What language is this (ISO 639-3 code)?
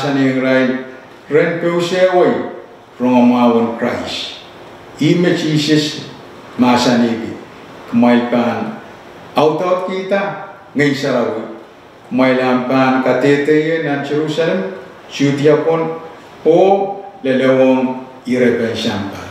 pon